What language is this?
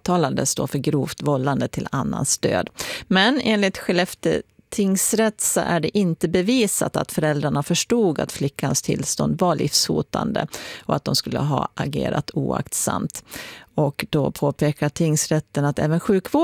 Swedish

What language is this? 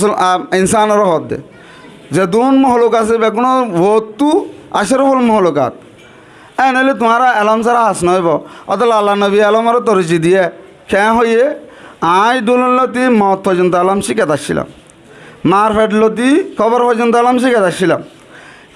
Rohingya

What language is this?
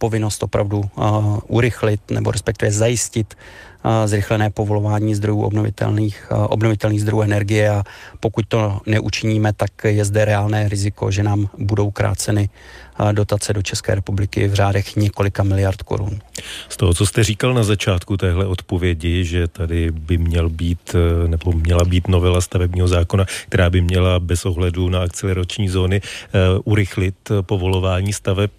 Czech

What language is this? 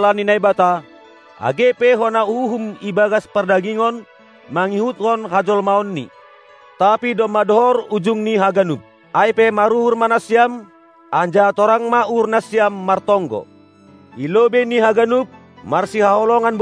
Batak Simalungun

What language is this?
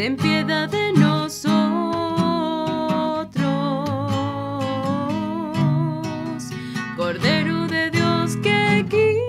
Spanish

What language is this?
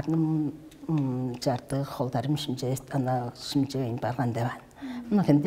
Tuvinian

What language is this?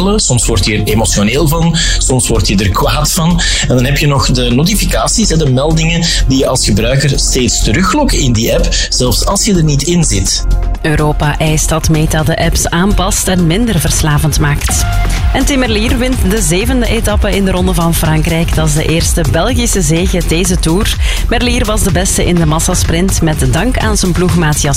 Dutch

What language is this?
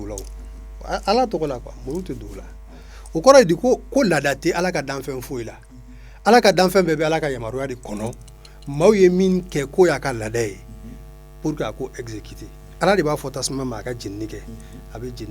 Bambara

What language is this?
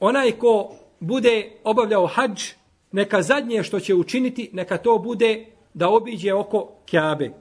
Bosnian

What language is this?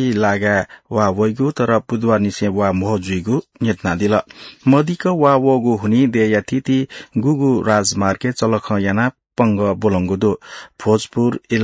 Newari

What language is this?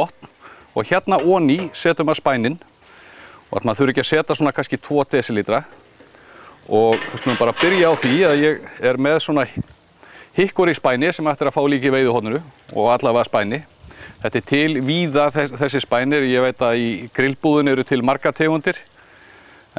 Icelandic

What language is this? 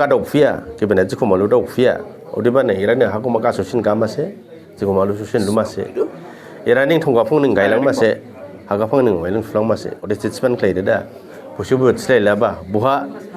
Dimasa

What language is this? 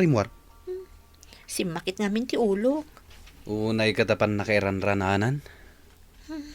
Iloko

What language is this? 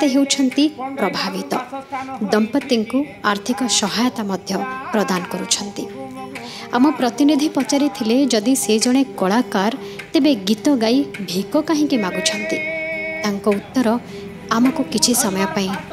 Odia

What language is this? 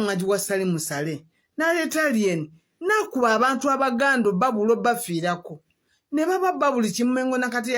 Ganda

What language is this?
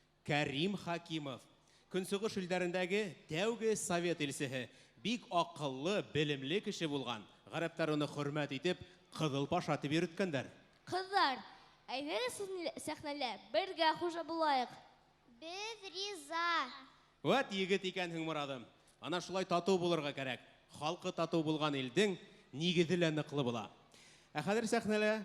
Bashkir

